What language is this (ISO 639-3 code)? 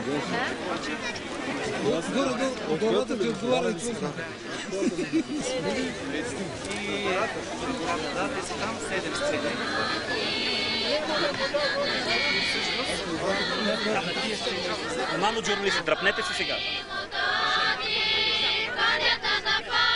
bul